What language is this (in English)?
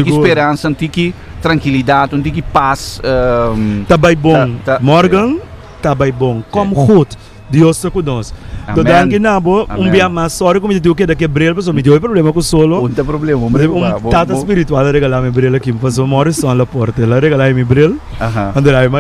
Papiamento